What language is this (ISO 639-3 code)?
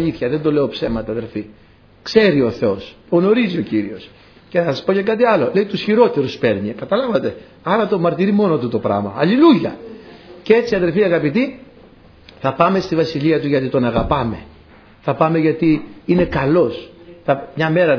ell